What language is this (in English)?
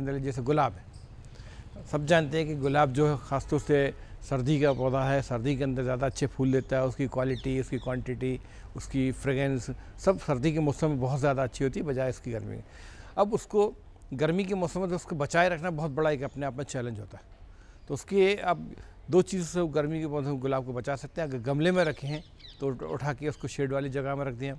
Hindi